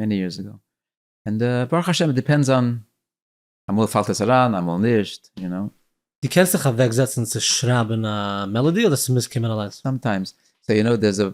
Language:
Yiddish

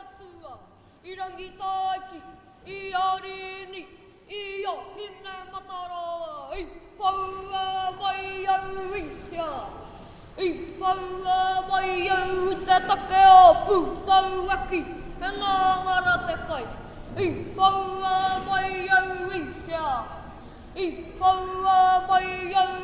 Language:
Māori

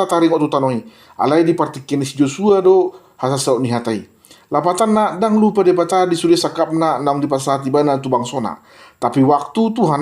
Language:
Batak Toba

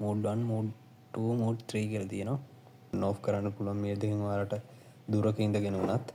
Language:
Sinhala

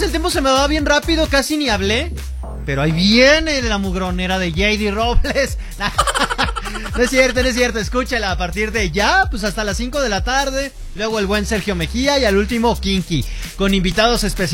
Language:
Spanish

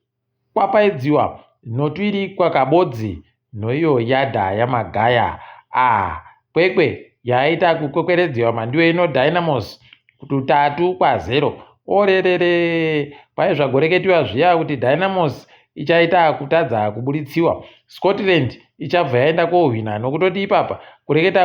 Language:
Ndau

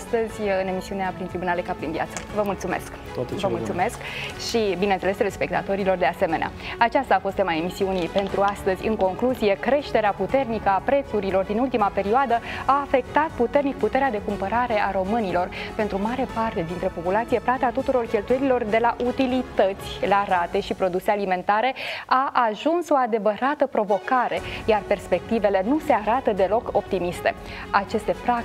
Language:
Romanian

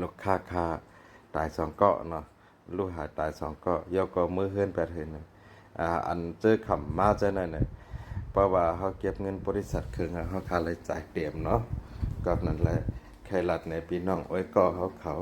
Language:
Shan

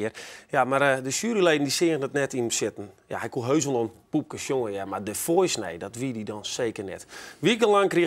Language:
Western Frisian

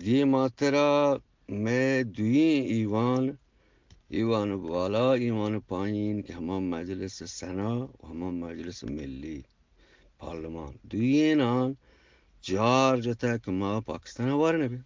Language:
Eastern Balochi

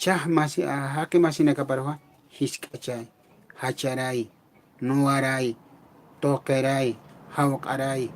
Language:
Aymara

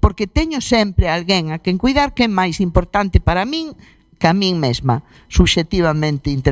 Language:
Galician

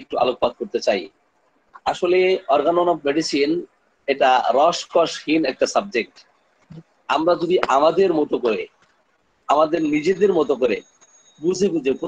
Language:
Bangla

